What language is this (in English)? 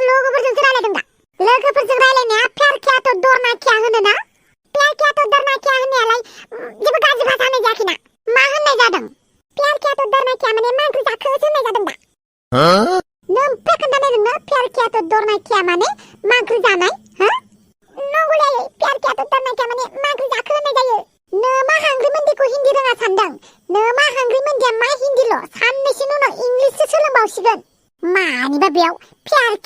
Bodo